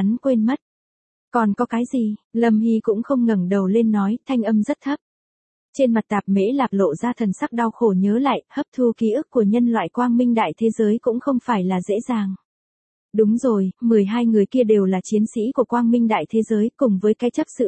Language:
Vietnamese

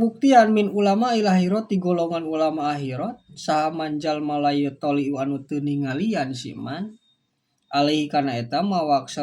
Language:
Sundanese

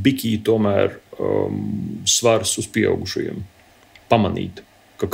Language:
Latvian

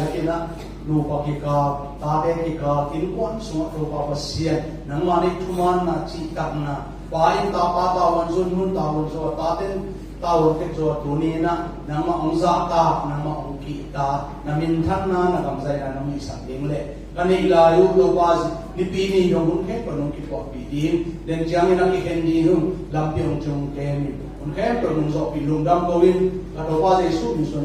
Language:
Tedim Chin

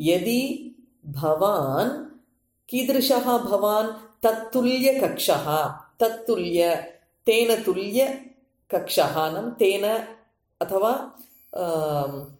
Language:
Sanskrit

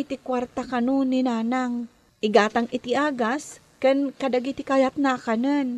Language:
Iloko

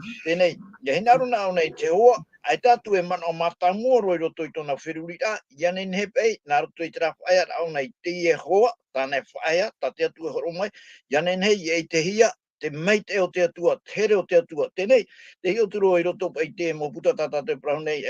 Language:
Tahitian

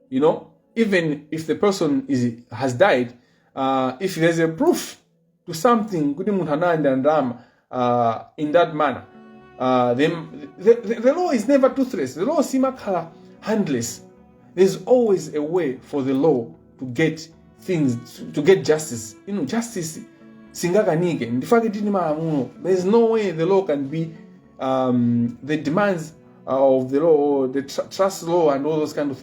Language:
Nyanja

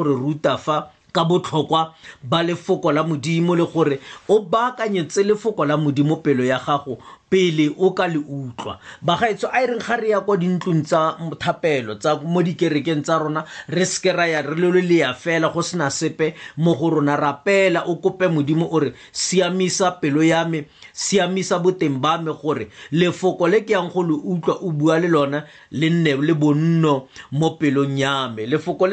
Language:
Tswana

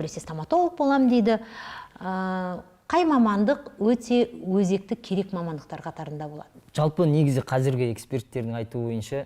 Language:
Kazakh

